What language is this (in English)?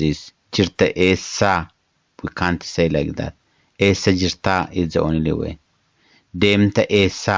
English